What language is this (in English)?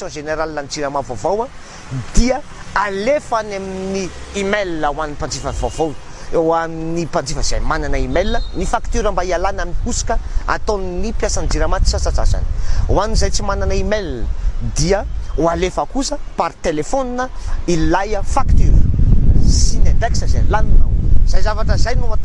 Malagasy